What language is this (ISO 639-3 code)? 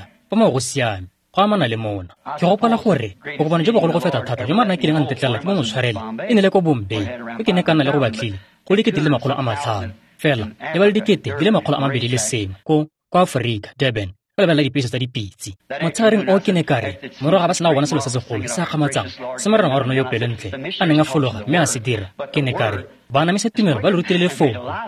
tsn